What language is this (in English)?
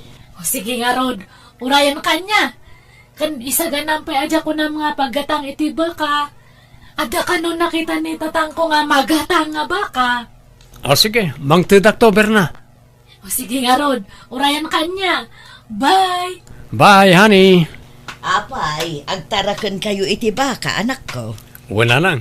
Iloko